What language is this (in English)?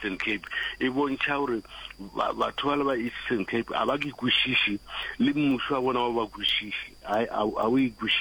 Northern Sotho